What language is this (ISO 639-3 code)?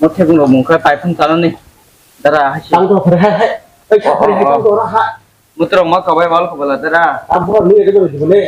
trp